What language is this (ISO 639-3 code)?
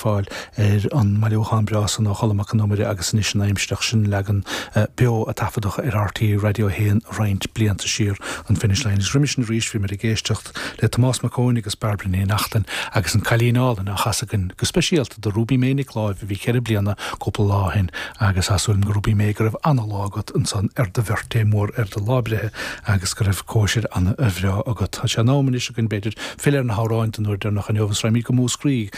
gle